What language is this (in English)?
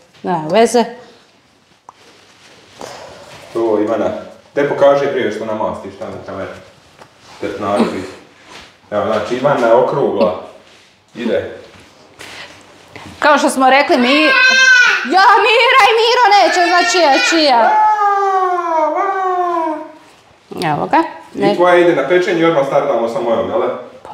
Croatian